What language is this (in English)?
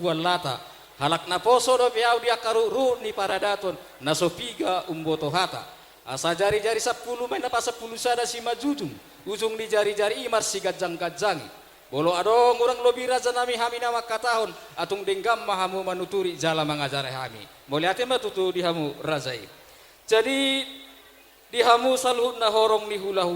Batak Toba